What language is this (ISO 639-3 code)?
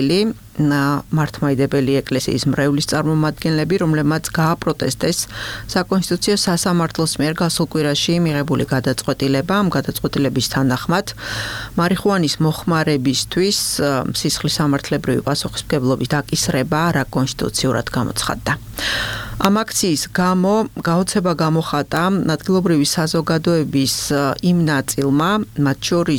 kat